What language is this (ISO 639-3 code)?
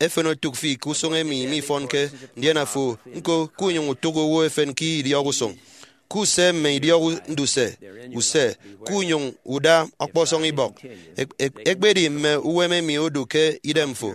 efi